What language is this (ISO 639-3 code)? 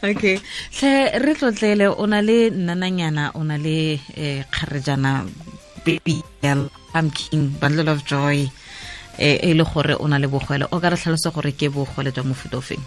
tsn